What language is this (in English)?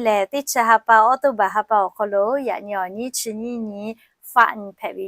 Lahu